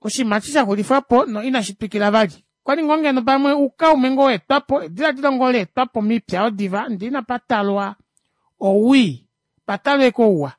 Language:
Kuanyama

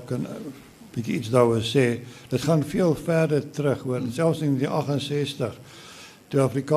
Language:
Afrikaans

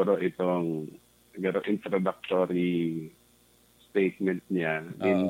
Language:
Bikol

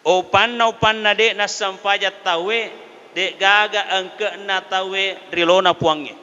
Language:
Buginese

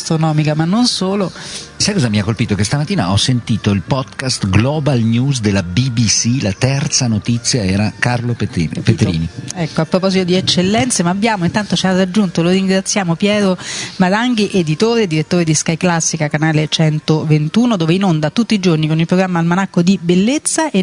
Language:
Italian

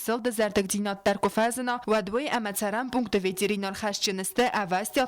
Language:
Ossetic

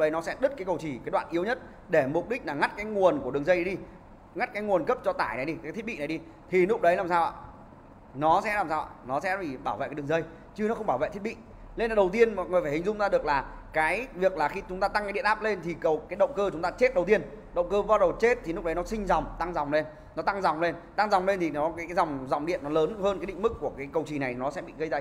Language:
Vietnamese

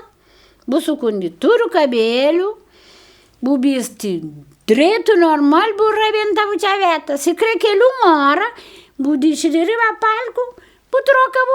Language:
Kabuverdianu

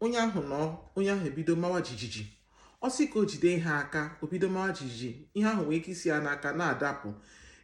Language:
Igbo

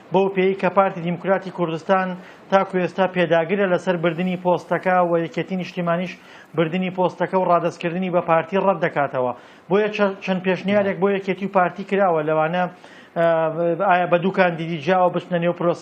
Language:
Central Kurdish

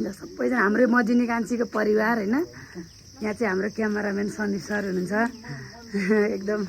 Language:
Nepali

